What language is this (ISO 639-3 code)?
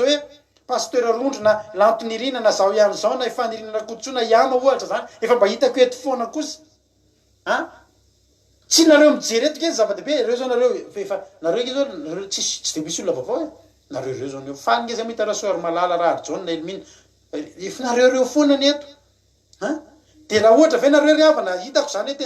mlg